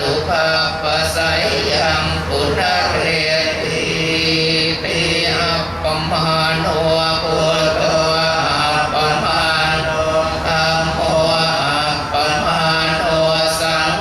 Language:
Pali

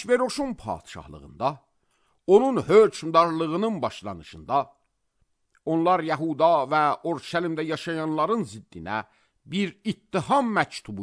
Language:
Azerbaijani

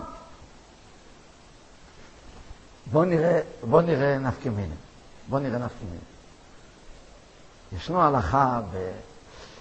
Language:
Hebrew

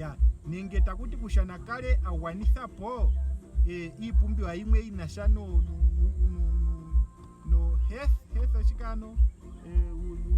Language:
Ndonga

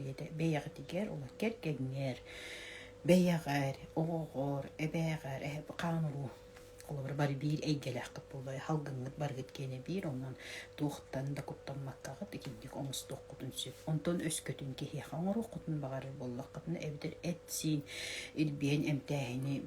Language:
Yakut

